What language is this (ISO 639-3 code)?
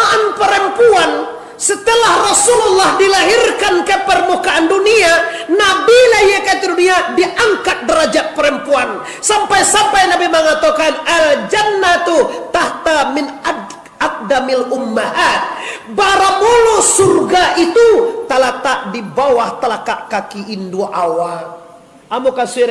min